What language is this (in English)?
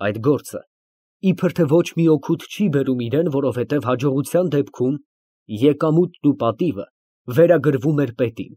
Armenian